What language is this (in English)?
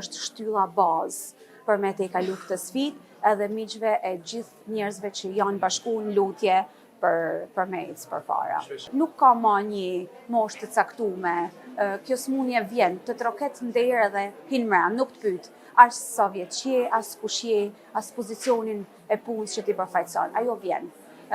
Albanian